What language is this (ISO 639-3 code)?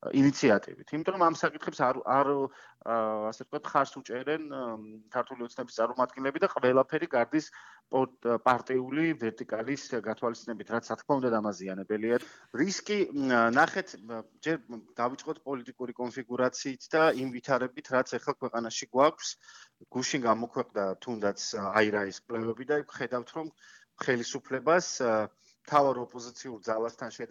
kat